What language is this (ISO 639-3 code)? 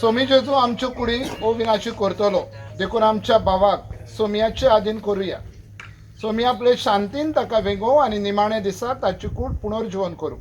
kok